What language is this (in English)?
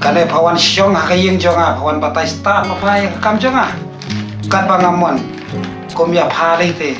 Khasi